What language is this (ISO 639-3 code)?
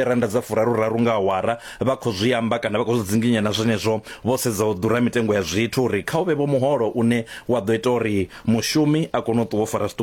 ven